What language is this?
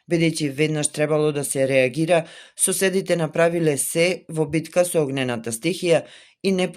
Macedonian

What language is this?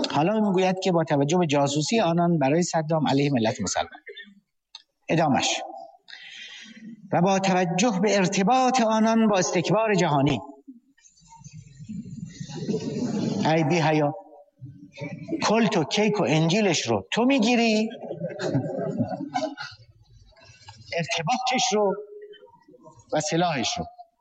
Persian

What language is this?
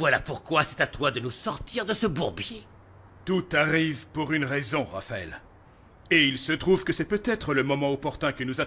French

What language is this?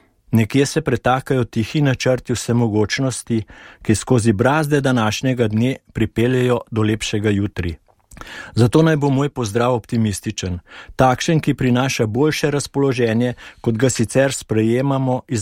Slovenian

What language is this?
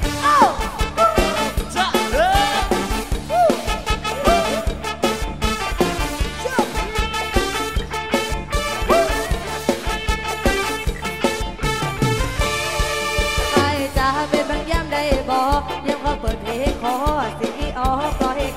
Thai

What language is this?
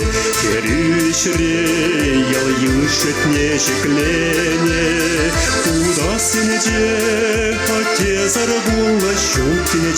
Chuvash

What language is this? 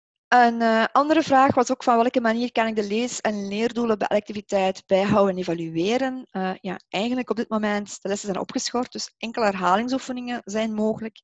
Dutch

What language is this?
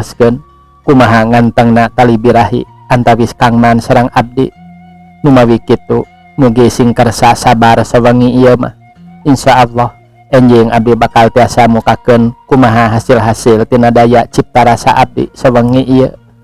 Sundanese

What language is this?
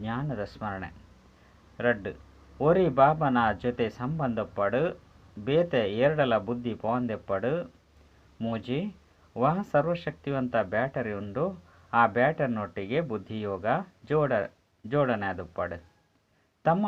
Tulu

